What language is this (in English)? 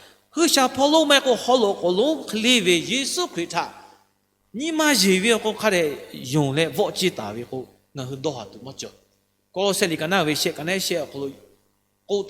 Lahu